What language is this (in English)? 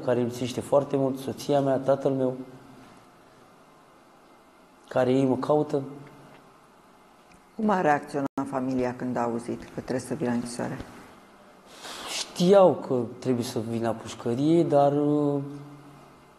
Romanian